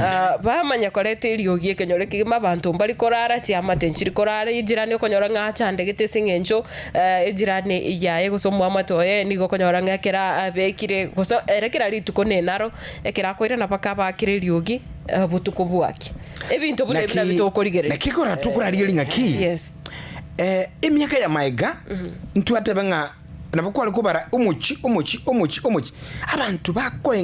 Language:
Gusii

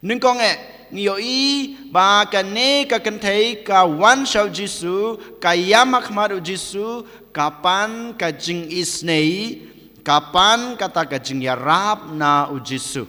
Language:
Khasi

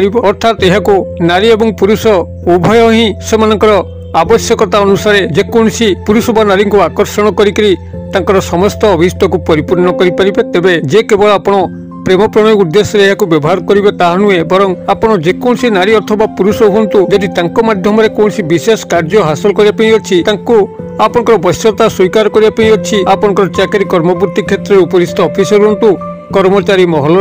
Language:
Odia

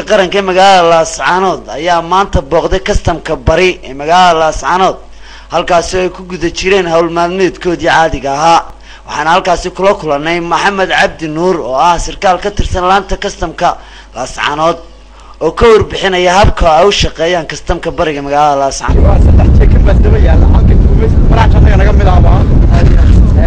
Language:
Somali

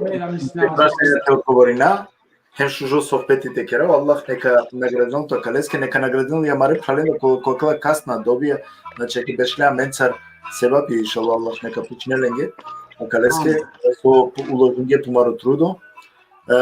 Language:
Balkan Romani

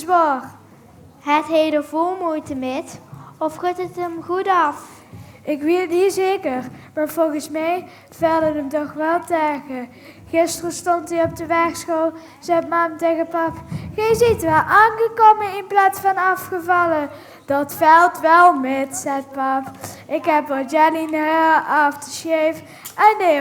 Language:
Limburgish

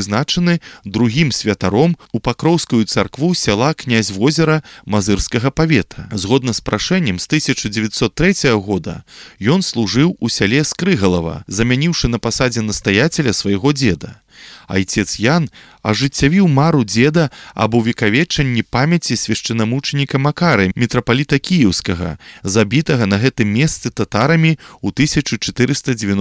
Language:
Belarusian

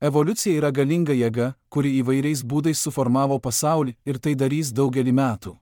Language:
Lithuanian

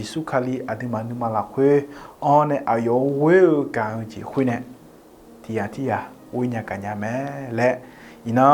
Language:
Akha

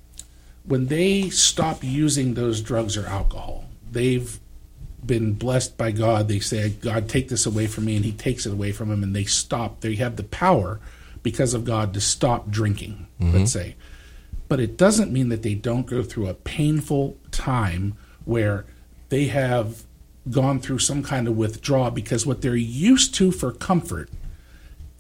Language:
English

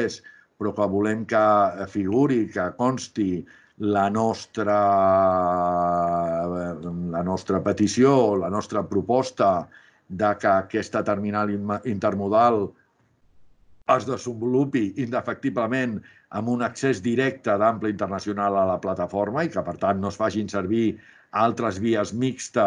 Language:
Catalan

